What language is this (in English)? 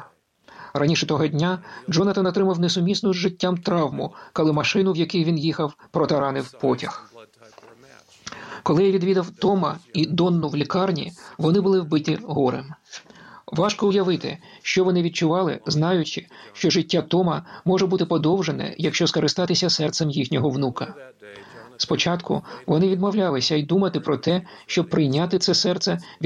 Ukrainian